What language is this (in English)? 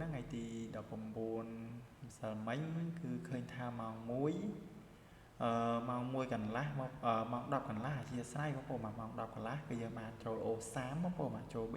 Khmer